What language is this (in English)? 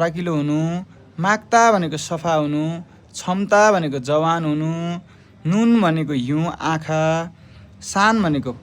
Nepali